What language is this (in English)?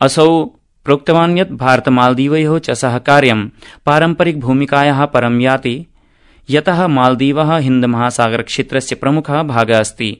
Sanskrit